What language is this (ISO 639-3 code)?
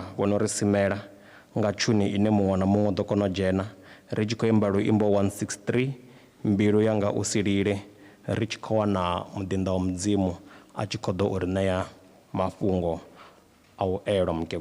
ven